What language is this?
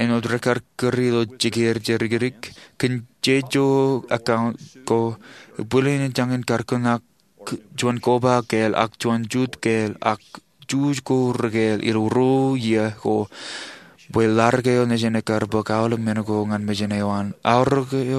Marshallese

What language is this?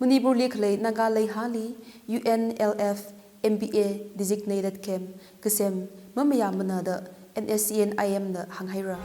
Tangkhul Naga (India)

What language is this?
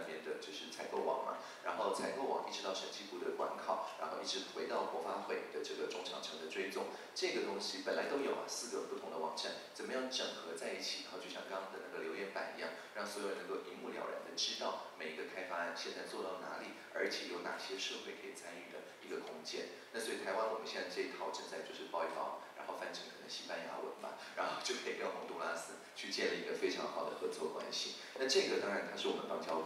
Chinese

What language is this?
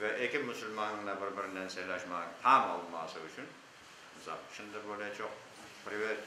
Crimean Tatar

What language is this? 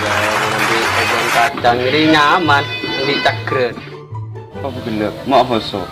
Madurese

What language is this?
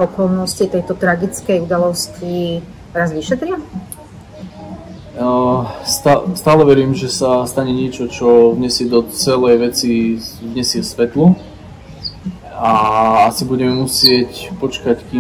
Slovak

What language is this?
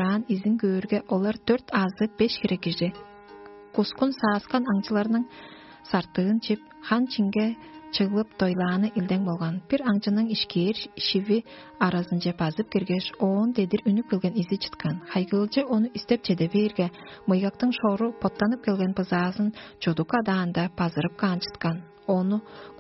Tuvinian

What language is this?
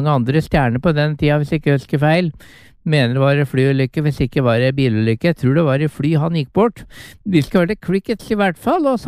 Norwegian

